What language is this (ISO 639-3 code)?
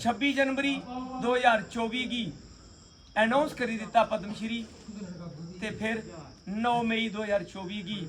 doi